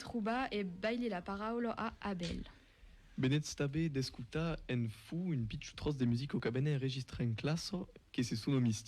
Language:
Occitan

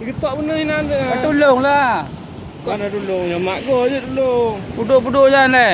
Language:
Achinese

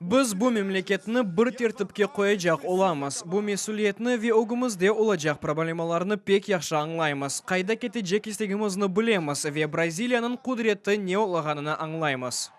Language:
Crimean Tatar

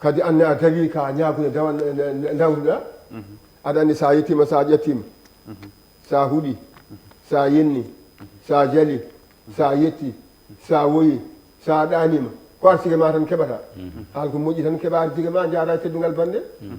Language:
Fula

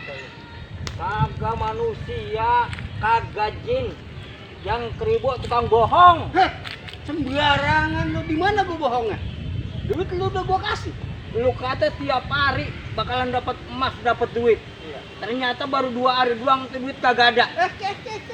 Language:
Betawi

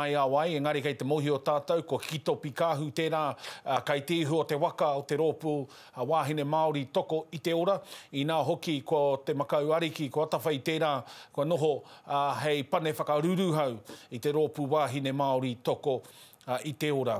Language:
Māori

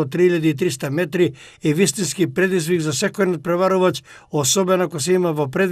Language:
Macedonian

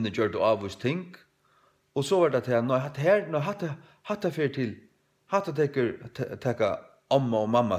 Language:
Faroese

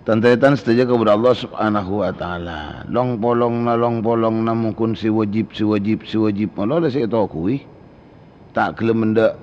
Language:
Madurese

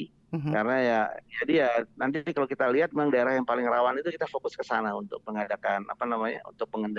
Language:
Indonesian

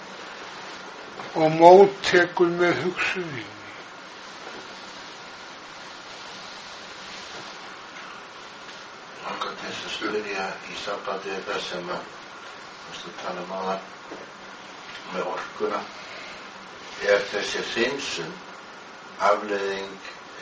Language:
Icelandic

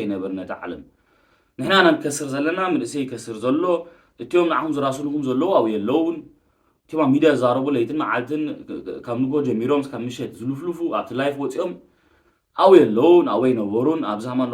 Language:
Tigrinya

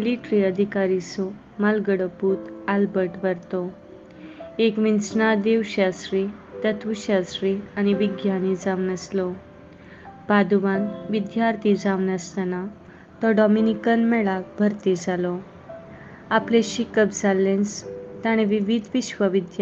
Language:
Konkani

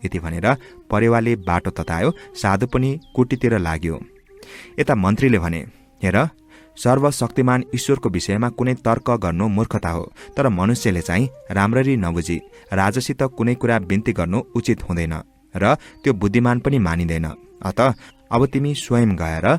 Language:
Nepali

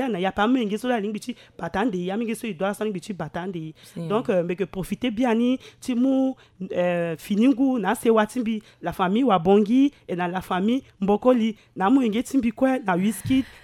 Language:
Sango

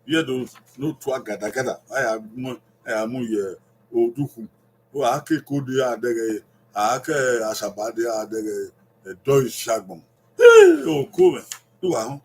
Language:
Bini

